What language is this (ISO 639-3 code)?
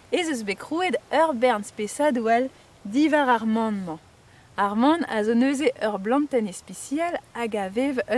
bre